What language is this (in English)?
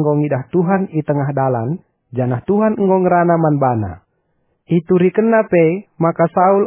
Batak Karo